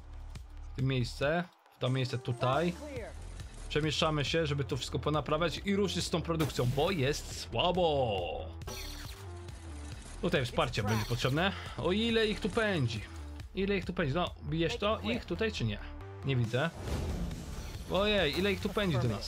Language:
Polish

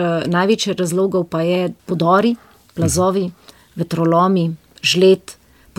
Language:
Slovenian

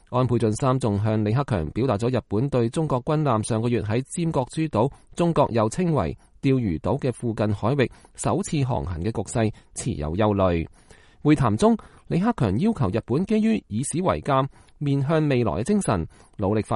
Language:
Cantonese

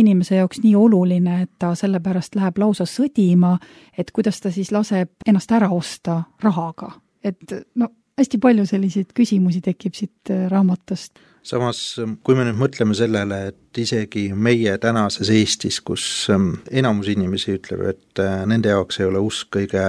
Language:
Estonian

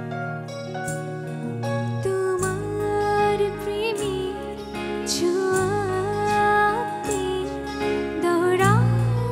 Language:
Bangla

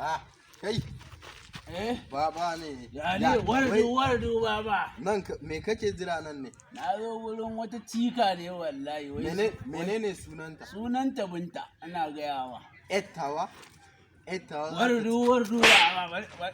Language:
Hausa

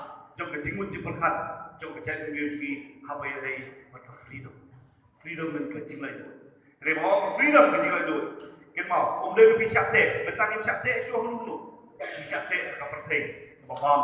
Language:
Khasi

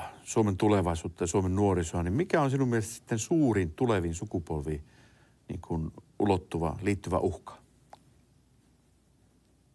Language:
Finnish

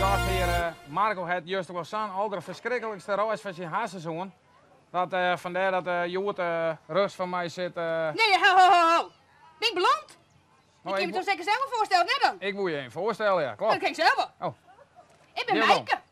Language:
Western Frisian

